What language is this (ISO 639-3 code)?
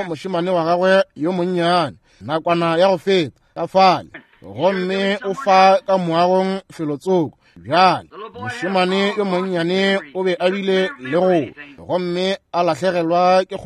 nso